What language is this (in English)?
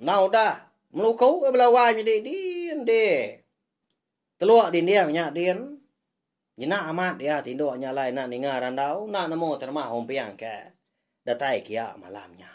Iban